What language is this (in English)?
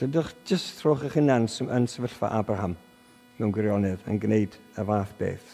Welsh